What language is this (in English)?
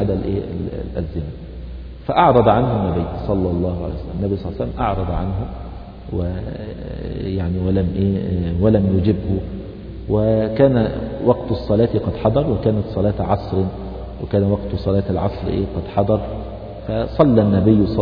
Arabic